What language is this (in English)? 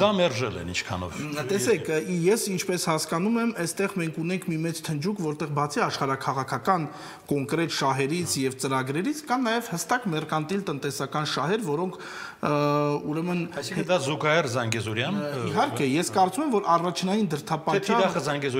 Armenian